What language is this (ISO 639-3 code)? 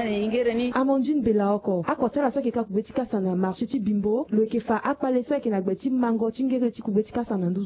sag